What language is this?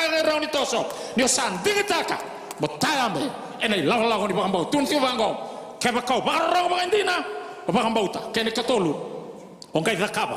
Fijian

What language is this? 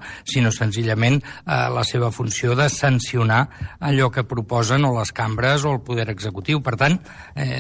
Catalan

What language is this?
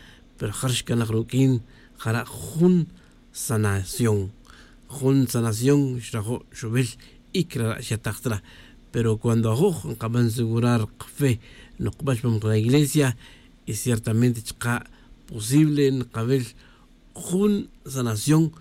Tz'utujil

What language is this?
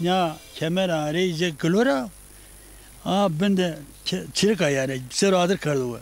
Zaza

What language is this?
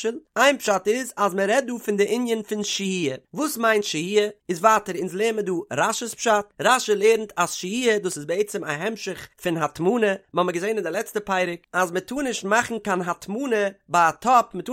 Yiddish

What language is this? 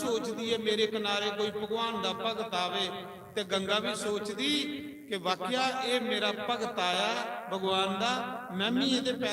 Dogri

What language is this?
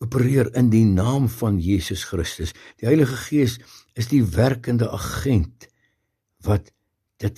Afrikaans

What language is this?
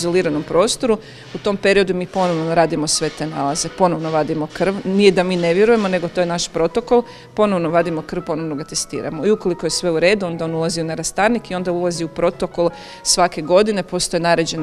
Croatian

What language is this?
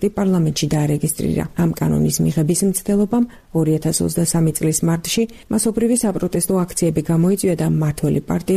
Georgian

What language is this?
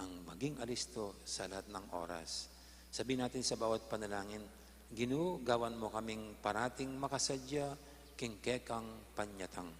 Pampanga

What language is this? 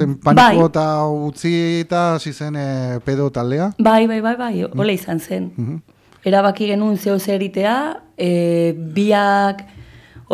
Basque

